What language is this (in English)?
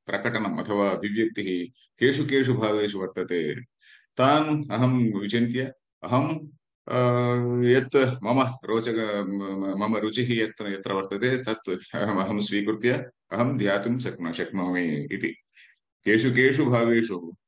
Sanskrit